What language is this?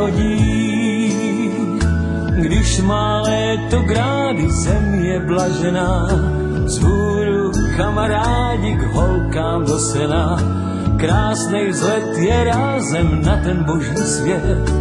Czech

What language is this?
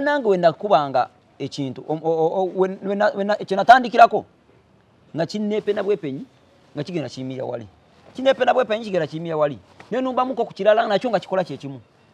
Ganda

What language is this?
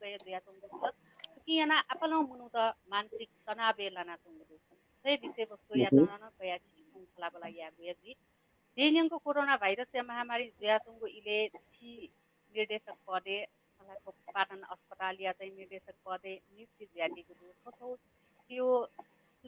Newari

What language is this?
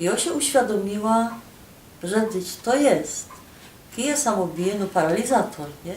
Silesian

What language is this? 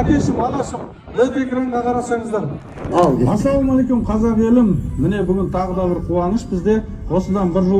Kazakh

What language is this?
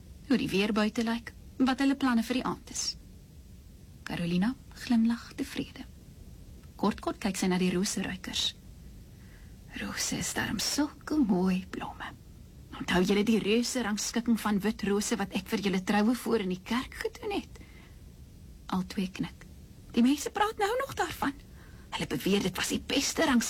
Afrikaans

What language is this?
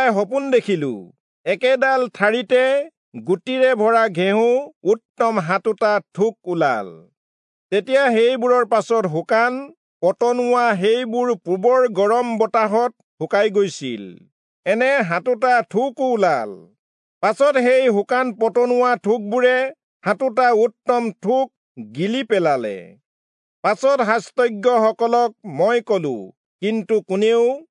Assamese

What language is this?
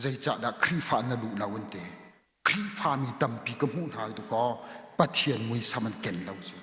Hakha Chin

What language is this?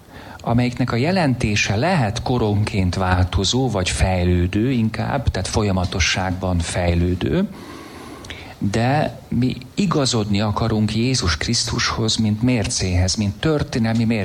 Hungarian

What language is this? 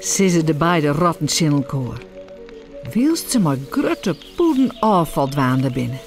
Western Frisian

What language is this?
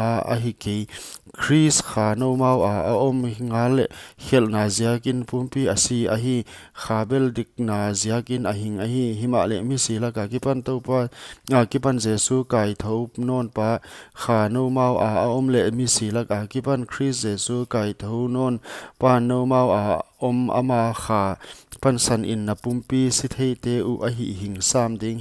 Paite Chin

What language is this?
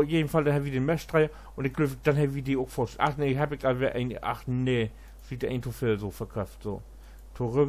Low German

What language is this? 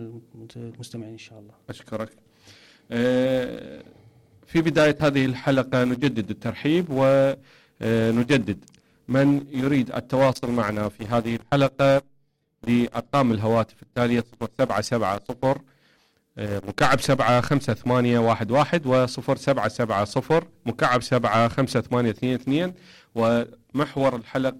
Mesopotamian Arabic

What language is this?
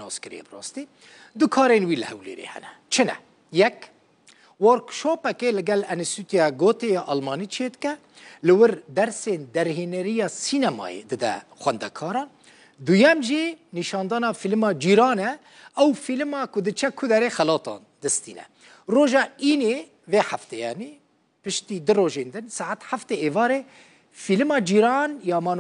Kurdish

